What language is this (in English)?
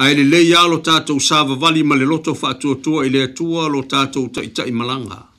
Samoan